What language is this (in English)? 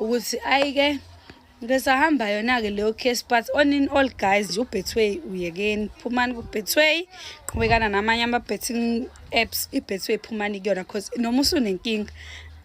Zulu